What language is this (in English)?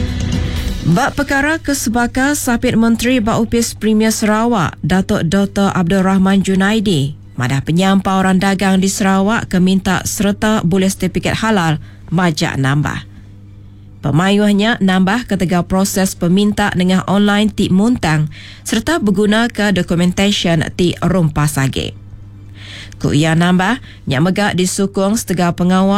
Iban